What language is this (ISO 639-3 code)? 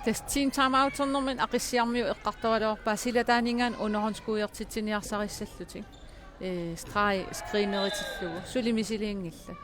kal